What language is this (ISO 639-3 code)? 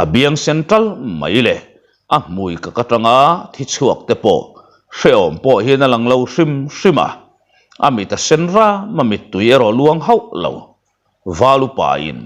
lus